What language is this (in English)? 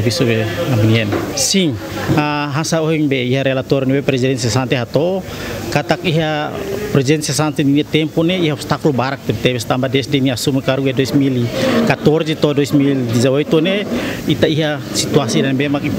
Tetum